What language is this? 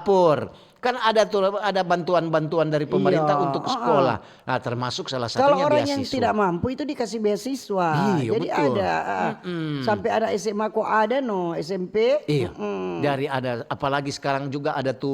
Manado Malay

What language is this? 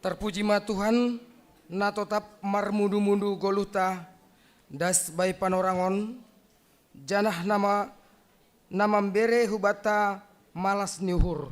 Batak Simalungun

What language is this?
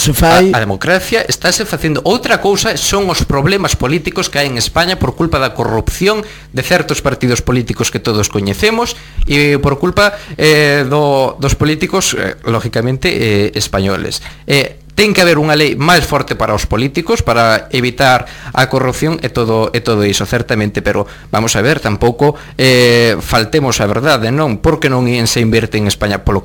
Galician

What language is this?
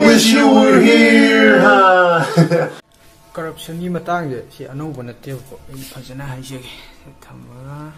Manipuri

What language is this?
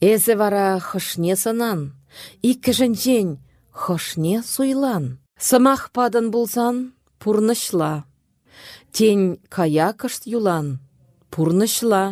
Chuvash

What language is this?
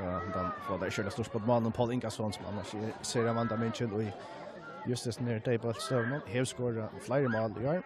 Faroese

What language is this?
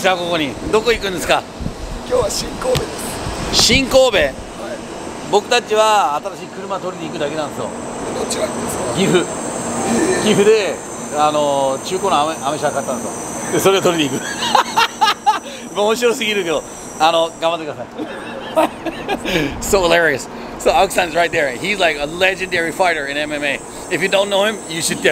Japanese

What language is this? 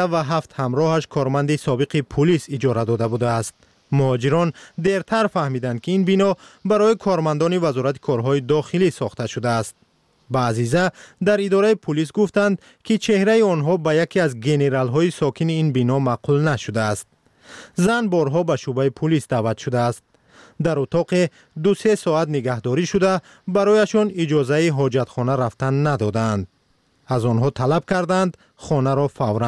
Tajik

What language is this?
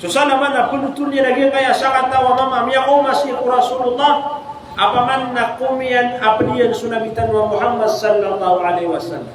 Maranao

